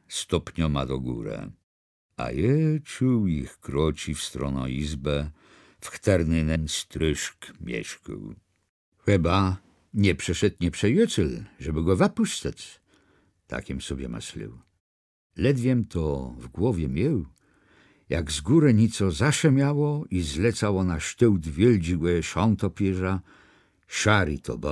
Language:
Kashubian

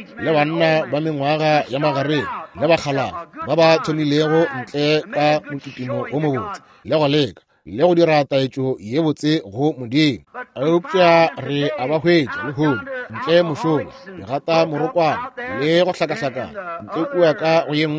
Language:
Northern Sotho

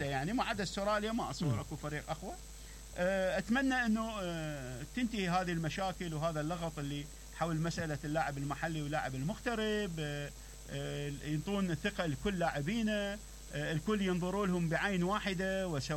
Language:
Mesopotamian Arabic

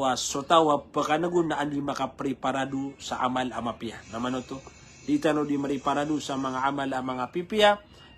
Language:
Maranao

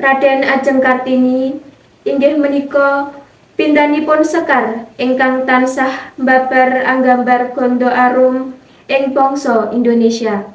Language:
Javanese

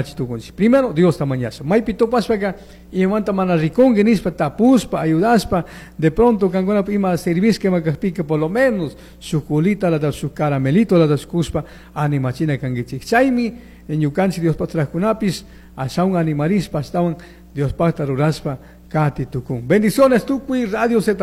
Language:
Chimborazo Highland Quichua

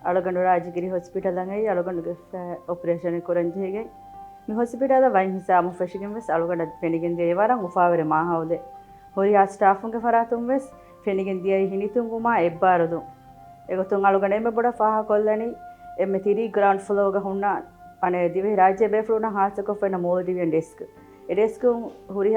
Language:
Divehi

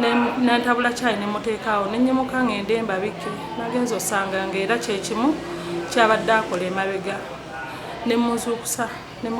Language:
Ganda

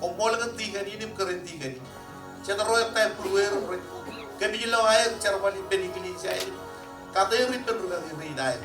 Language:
Marshallese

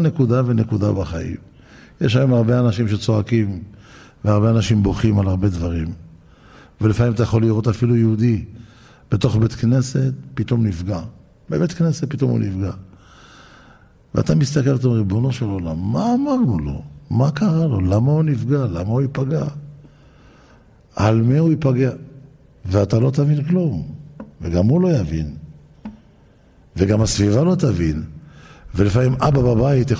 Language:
Hebrew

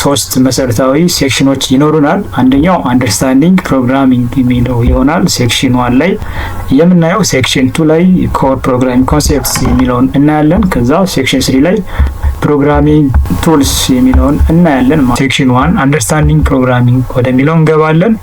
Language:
Amharic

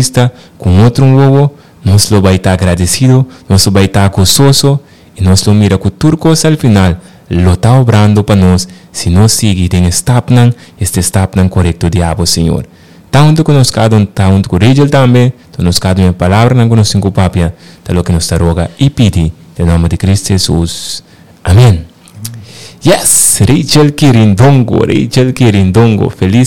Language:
Papiamento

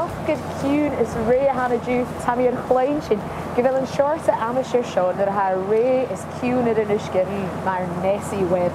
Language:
Scottish Gaelic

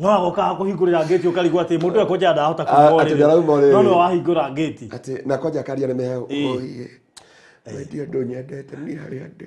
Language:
Kikuyu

